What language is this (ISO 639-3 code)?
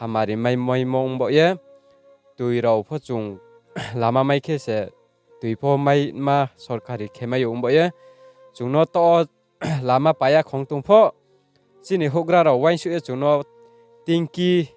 ria